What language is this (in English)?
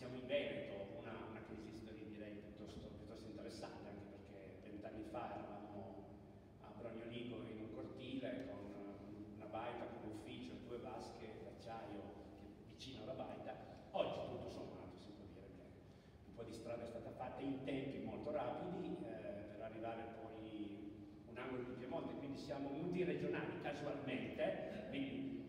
Italian